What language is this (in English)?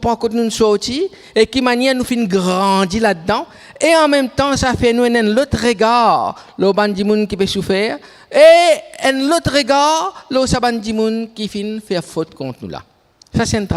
Morisyen